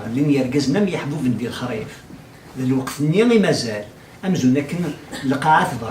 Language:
Kabyle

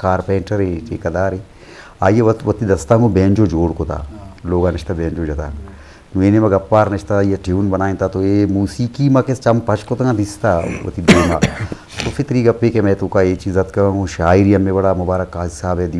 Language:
Eastern Balochi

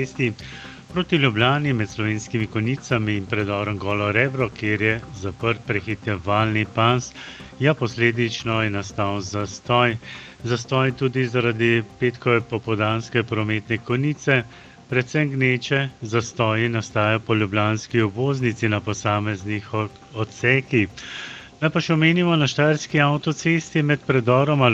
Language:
Slovenian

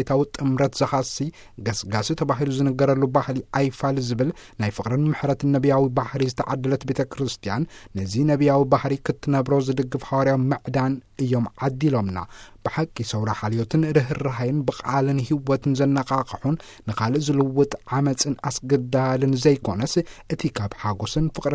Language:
Tigrinya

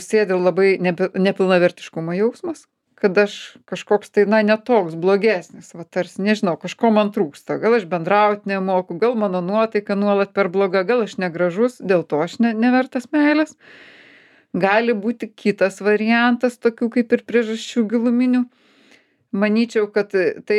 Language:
Lithuanian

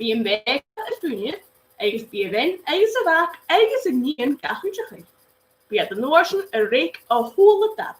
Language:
Scottish Gaelic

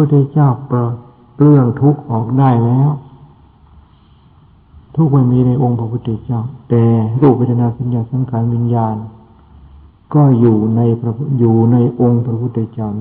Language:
Thai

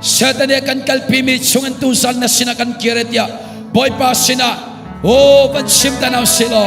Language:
Hakha Chin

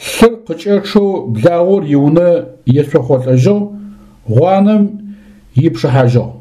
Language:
Adyghe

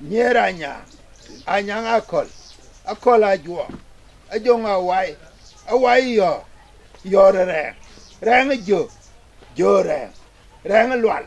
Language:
Dinka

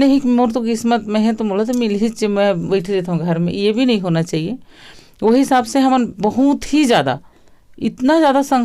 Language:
Chhattisgarhi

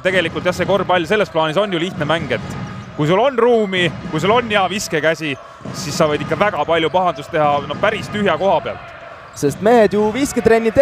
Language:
Estonian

